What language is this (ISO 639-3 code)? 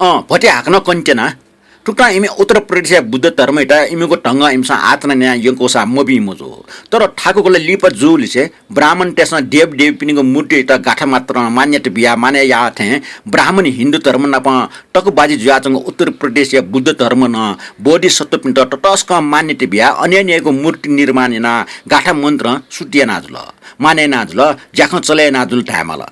new